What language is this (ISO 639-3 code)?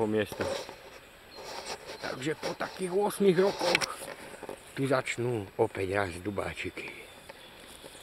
slk